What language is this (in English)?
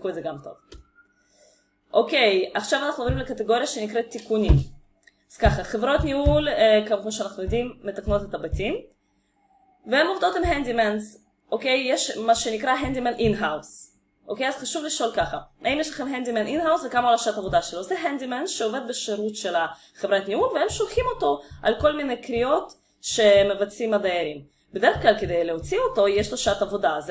Hebrew